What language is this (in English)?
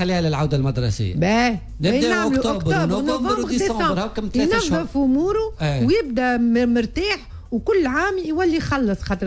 Tunisian Arabic